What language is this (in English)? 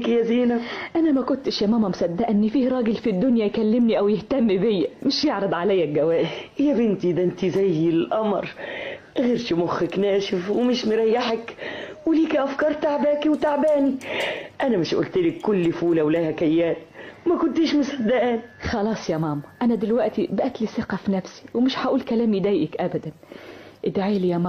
Egyptian Arabic